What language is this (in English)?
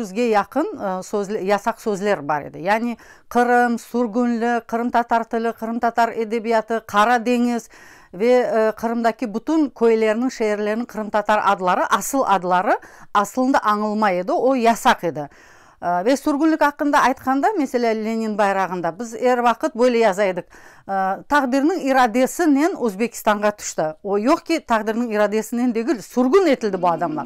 Crimean Tatar